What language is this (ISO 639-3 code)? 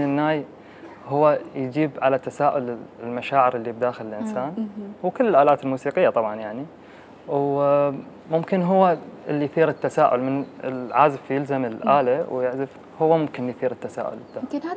acm